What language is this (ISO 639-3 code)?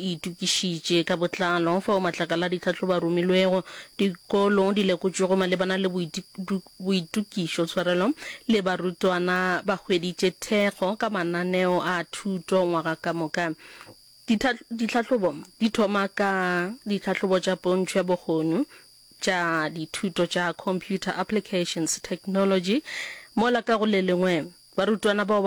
nso